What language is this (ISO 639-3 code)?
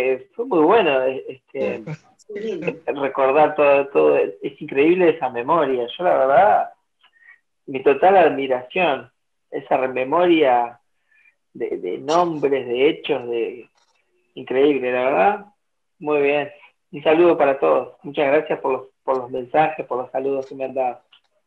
spa